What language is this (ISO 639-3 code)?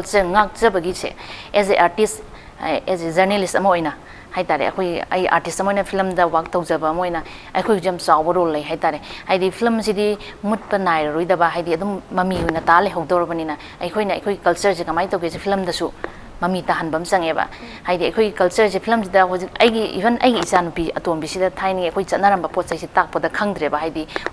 mni